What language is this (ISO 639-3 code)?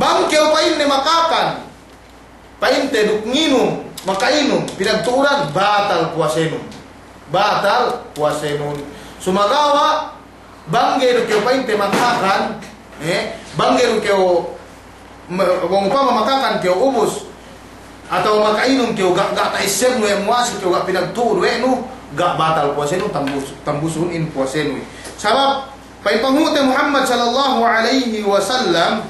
yka